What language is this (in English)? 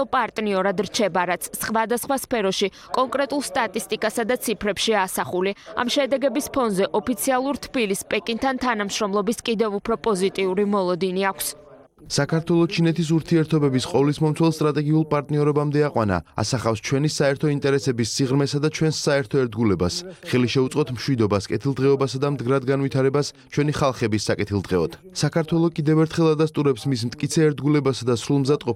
Georgian